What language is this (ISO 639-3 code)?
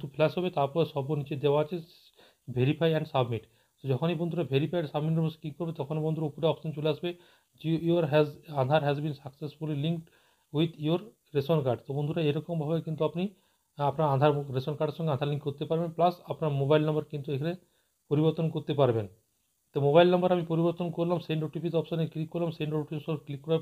ben